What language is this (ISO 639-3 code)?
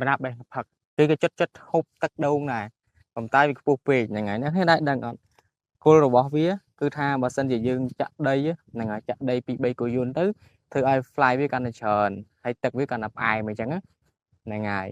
khm